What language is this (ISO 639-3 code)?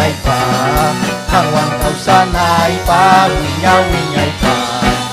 quy